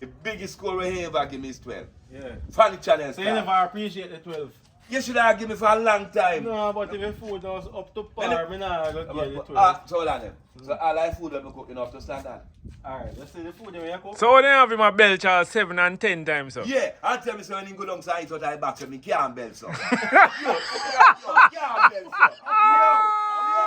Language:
Jamaican Creole English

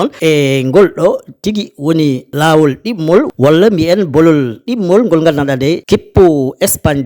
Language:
Fula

